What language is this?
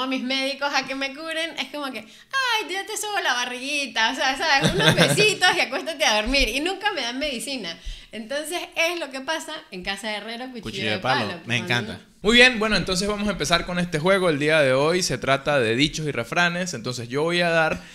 Spanish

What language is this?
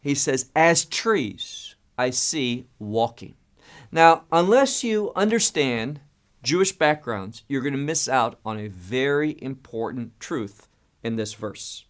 English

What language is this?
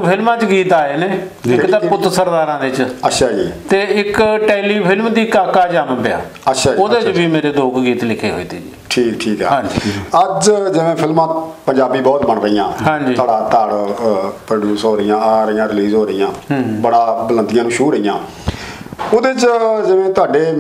Punjabi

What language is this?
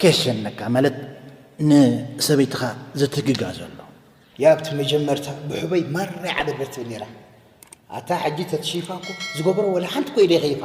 Tigrinya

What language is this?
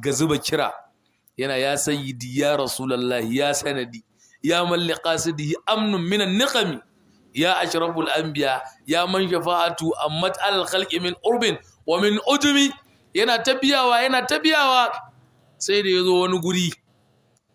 Hausa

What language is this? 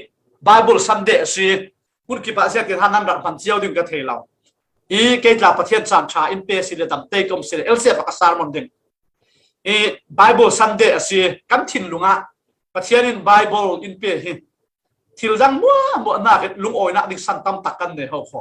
Falam Chin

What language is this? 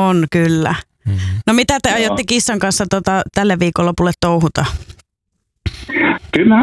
Finnish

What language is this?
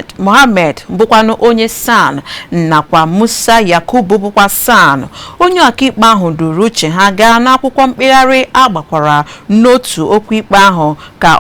Igbo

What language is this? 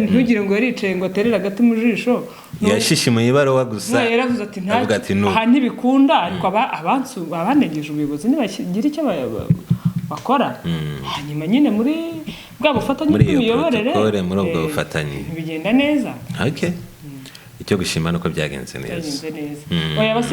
Kinyarwanda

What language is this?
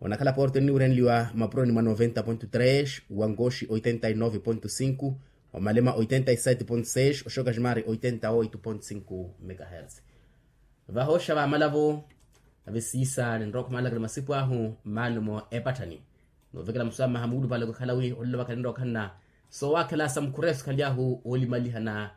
Makhuwa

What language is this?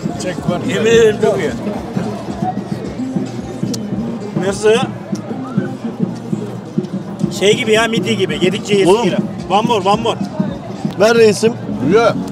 Turkish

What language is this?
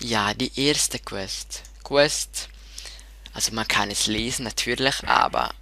Swiss German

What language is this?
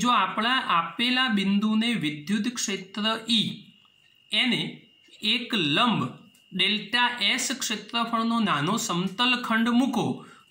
Gujarati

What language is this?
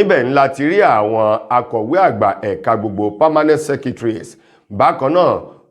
Yoruba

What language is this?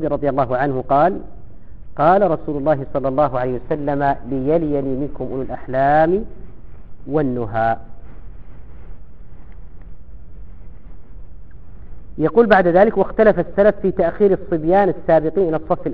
Arabic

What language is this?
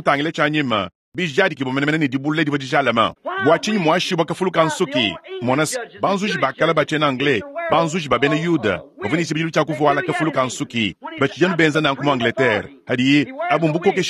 Luba-Lulua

